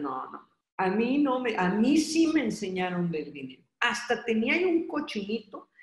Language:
Spanish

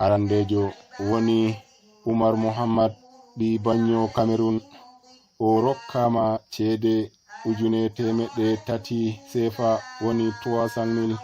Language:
Nigerian Fulfulde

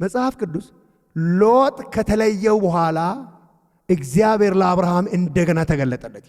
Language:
Amharic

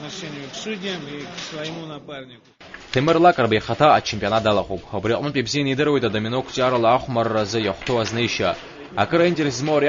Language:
Abkhazian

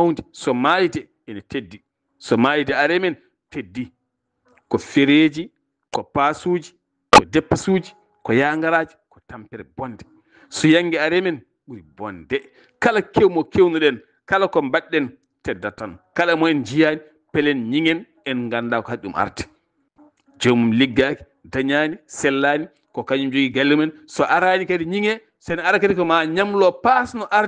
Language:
Fula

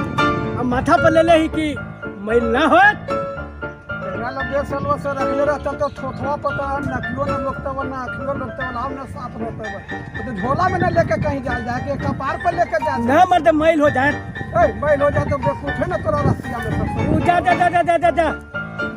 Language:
Magahi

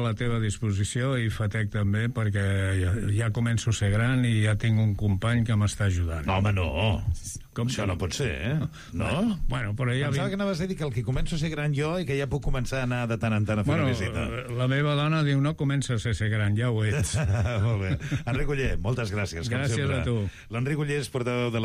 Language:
Catalan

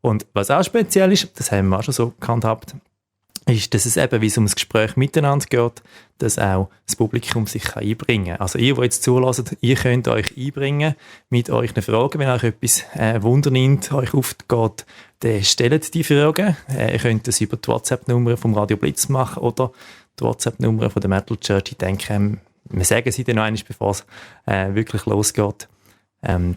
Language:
Swiss German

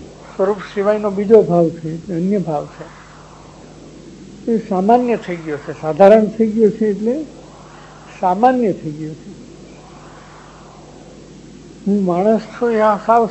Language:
Gujarati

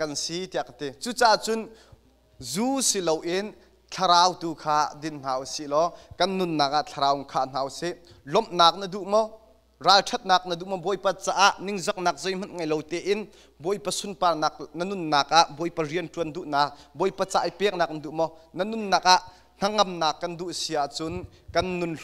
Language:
Hakha Chin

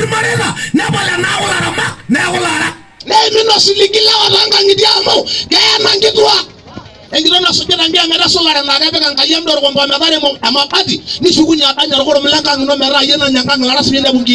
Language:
Masai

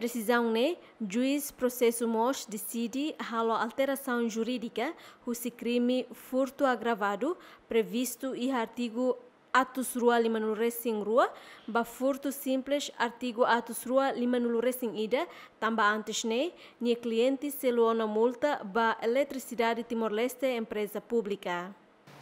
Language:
Tetum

